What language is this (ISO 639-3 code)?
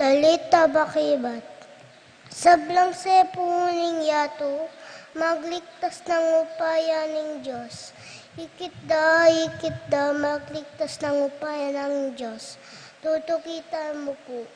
pam